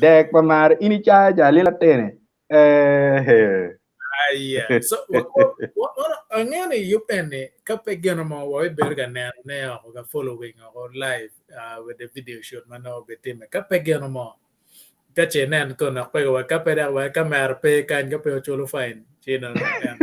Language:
Acoli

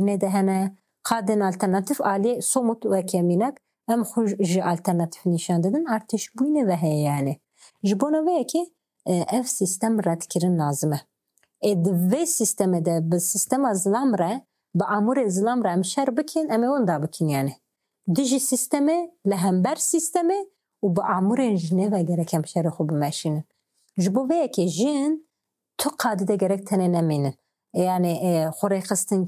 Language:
Kurdish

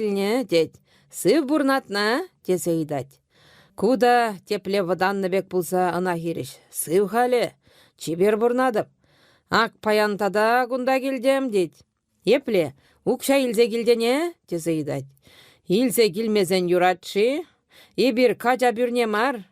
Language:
Chuvash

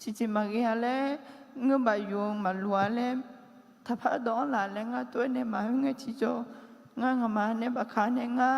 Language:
Akha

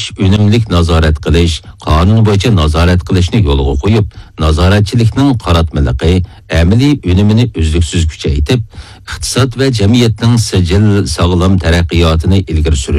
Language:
Uyghur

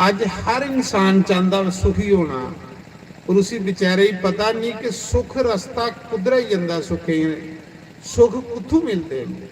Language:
Dogri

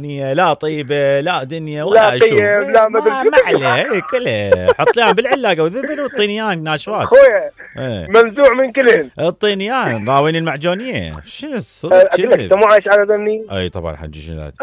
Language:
Mesopotamian Arabic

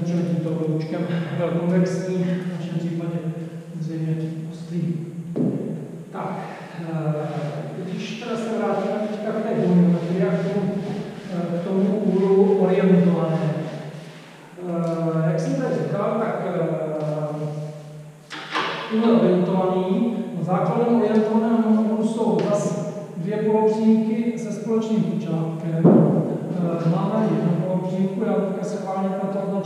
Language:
Czech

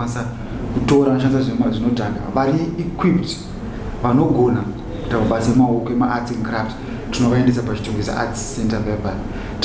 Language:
Shona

